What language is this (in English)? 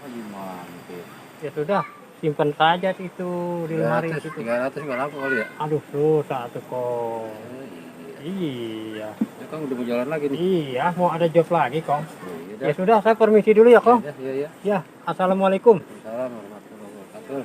Betawi